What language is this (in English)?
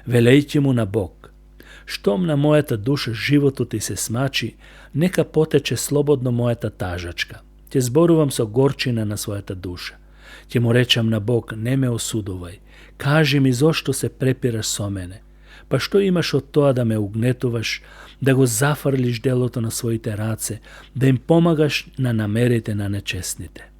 Macedonian